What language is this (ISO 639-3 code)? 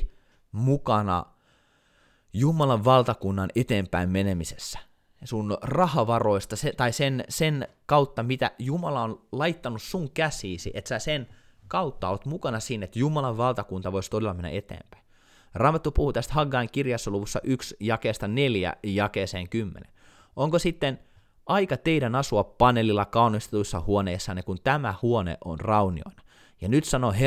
fin